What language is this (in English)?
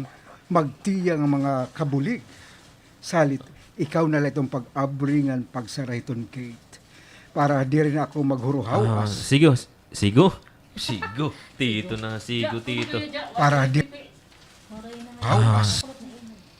Waray